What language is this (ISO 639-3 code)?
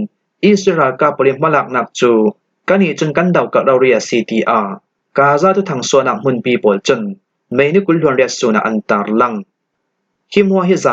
cfm